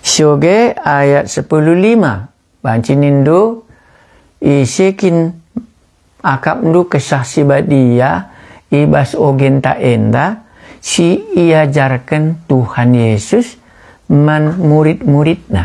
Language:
Batak Karo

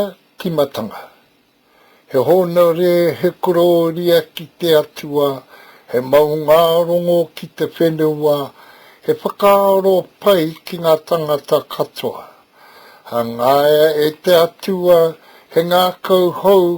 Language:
Māori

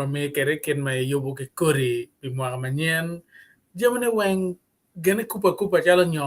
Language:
Acoli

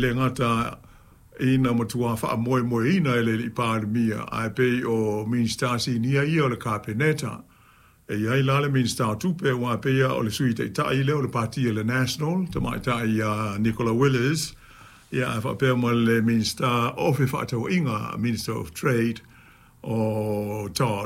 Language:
Samoan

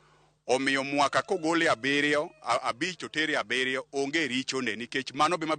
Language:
Luo (Kenya and Tanzania)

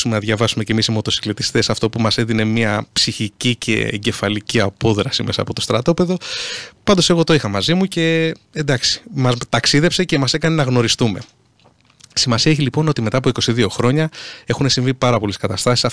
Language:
Greek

